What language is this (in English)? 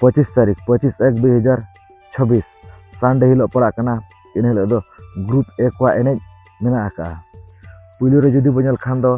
Santali